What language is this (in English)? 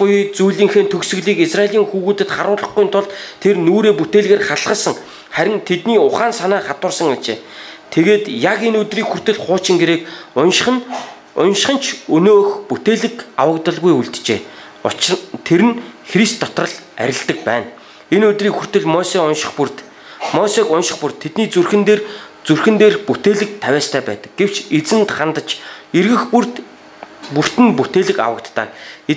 Mongolian